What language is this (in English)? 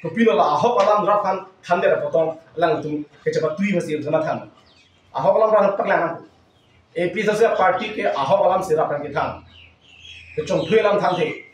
Karbi